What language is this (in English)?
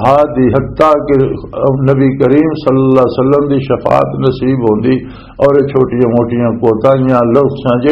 Western Panjabi